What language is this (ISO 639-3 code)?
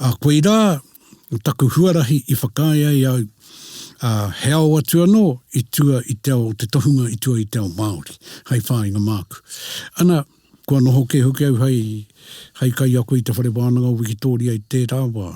mri